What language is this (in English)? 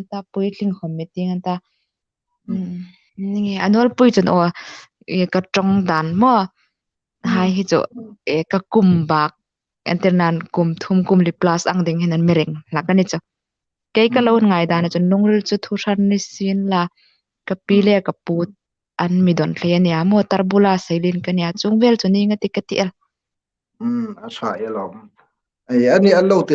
Hmar